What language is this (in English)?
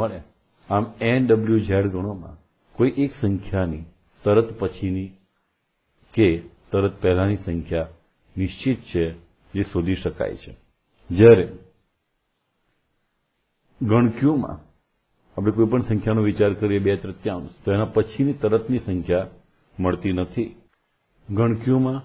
Gujarati